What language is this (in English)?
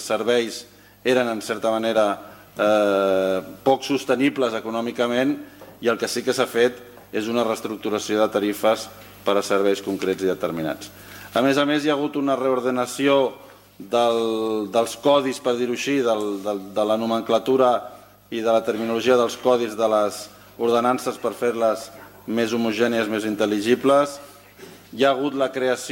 Catalan